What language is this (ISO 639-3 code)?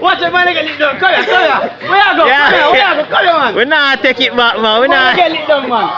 jam